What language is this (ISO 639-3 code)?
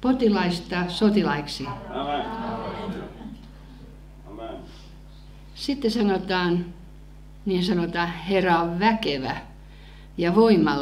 fin